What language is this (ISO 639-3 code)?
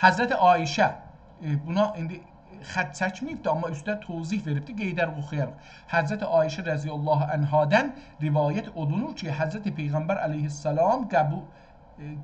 azb